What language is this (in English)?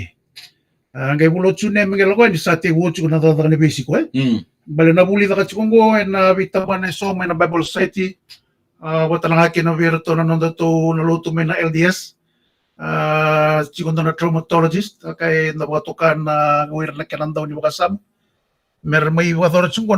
Fijian